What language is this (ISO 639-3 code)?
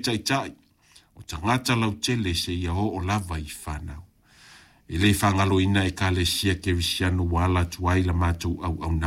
smo